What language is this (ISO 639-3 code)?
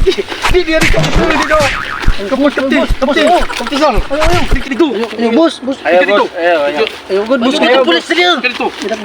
war